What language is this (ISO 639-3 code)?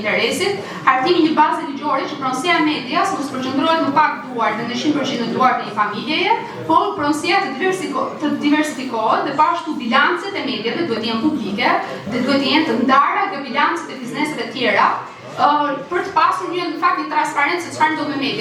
sqi